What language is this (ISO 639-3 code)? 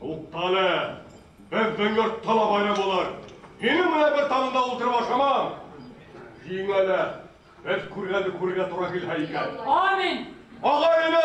bak